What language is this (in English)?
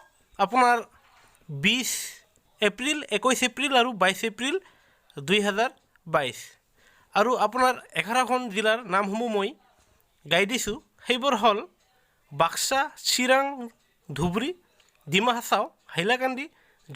Assamese